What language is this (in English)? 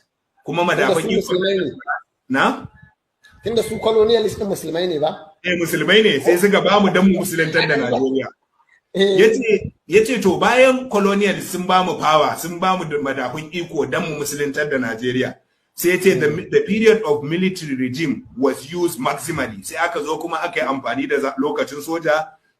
Hausa